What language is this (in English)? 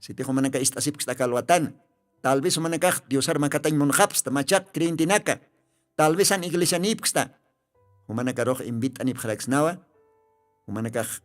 Aymara